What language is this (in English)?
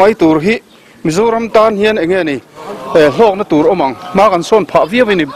Mizo